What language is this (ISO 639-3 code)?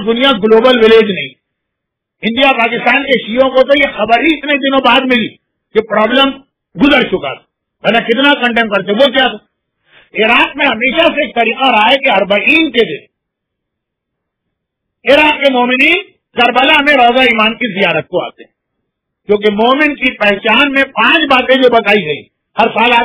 urd